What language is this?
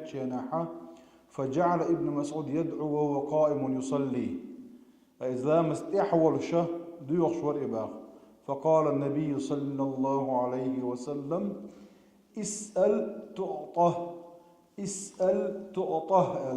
Chechen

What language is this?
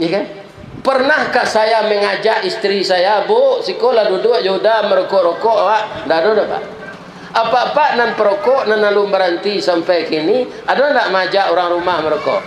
Minangkabau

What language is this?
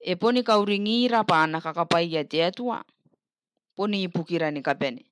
Gilbertese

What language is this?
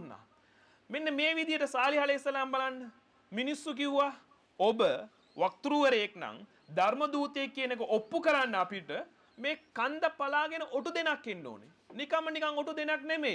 Sinhala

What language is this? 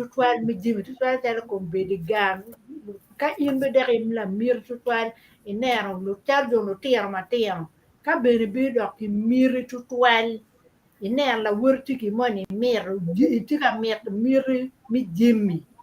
Acoli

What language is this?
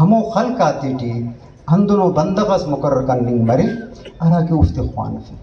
Brahui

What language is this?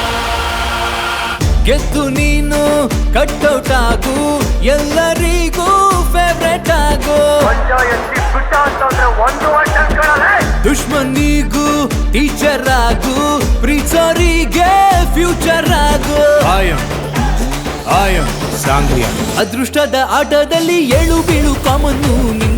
Kannada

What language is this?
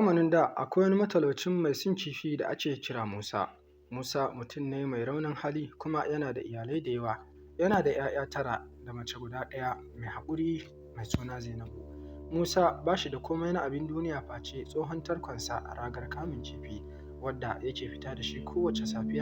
Hausa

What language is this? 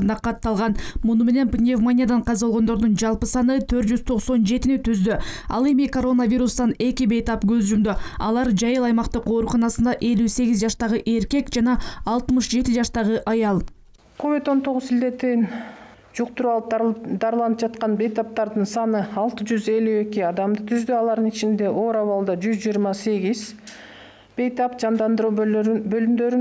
Kyrgyz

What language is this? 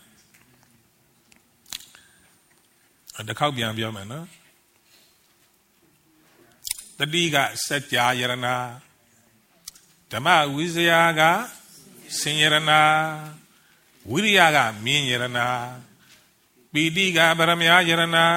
Burmese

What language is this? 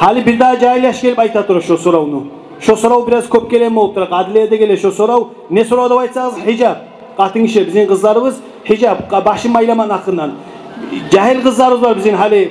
Kumyk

